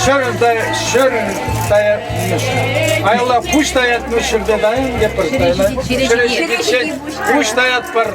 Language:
Chuvash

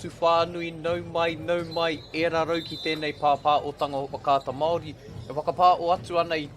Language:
Māori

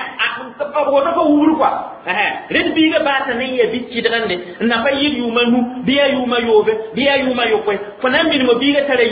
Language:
Mossi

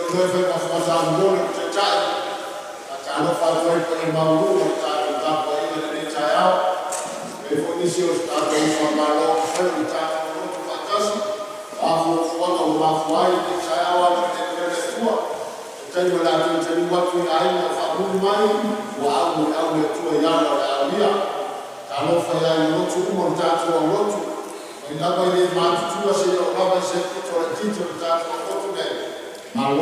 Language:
Samoan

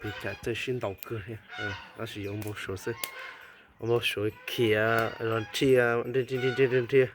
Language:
Hmong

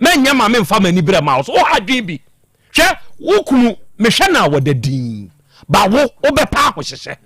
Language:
Akan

